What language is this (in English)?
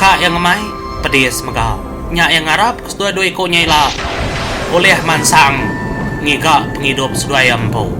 Iban